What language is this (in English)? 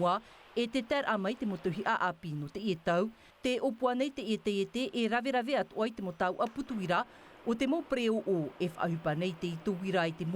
Tahitian